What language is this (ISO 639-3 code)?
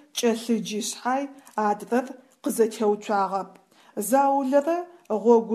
ady